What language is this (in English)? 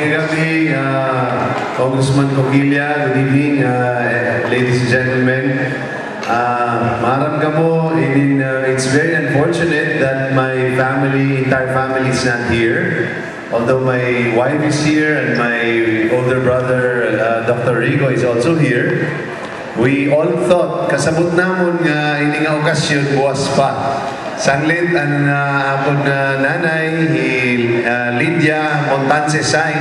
Waray